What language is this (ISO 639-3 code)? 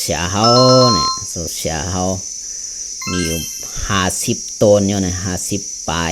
shn